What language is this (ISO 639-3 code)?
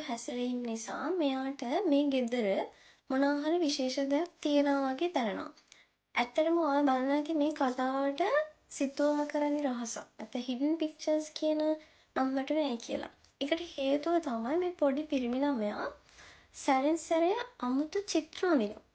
sin